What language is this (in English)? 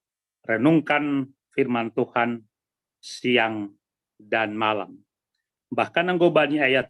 Batak Simalungun